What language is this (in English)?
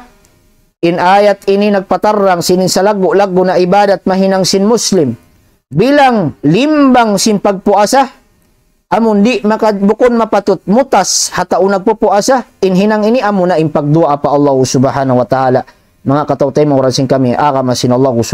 Tausug